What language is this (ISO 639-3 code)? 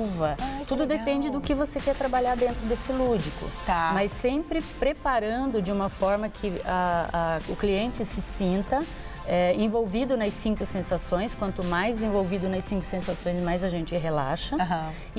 por